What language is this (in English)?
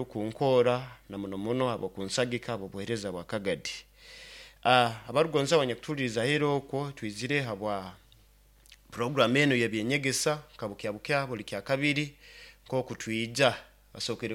Nyoro